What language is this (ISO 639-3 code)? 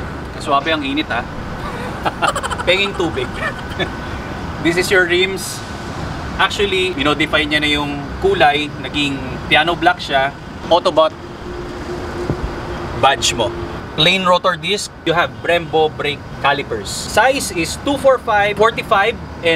fil